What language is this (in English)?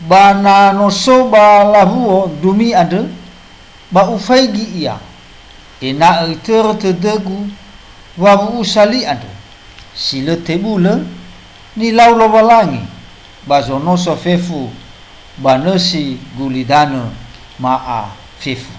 Nias